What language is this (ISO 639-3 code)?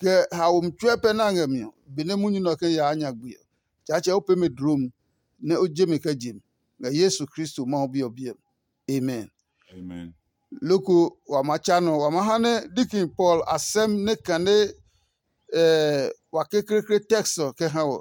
ada